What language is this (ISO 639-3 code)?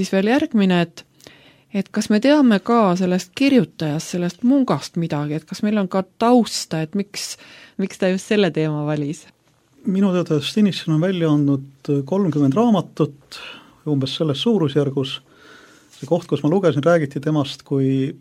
est